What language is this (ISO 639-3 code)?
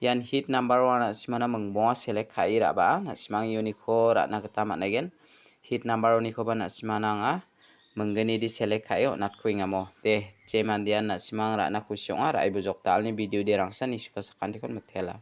grt